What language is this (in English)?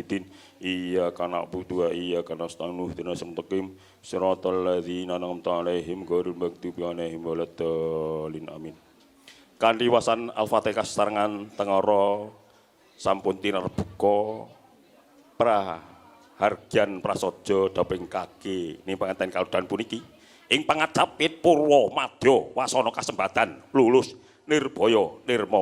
Javanese